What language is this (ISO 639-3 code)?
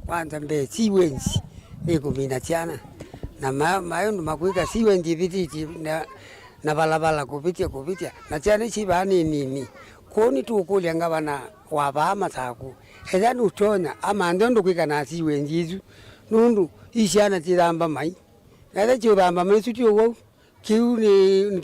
kam